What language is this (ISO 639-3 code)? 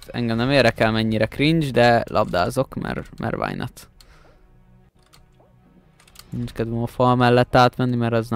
hun